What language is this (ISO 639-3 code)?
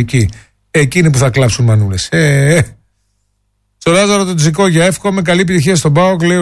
ell